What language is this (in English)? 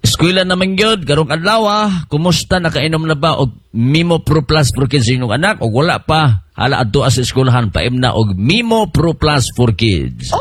Cebuano